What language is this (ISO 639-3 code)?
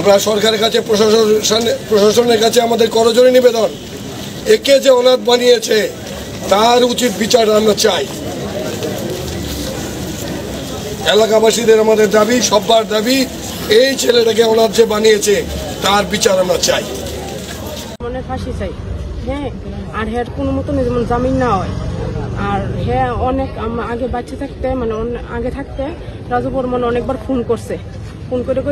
ben